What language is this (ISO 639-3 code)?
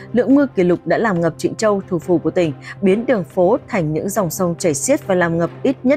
vie